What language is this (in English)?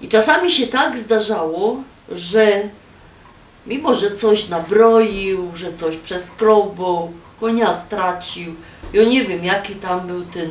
Silesian